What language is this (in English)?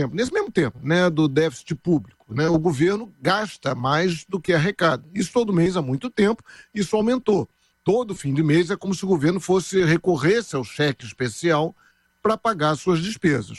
Portuguese